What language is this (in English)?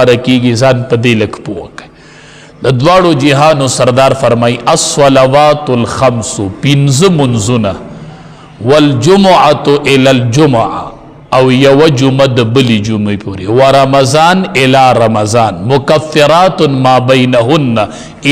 Pashto